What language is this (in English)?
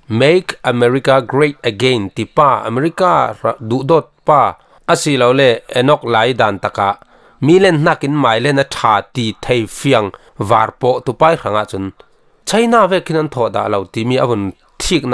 Falam Chin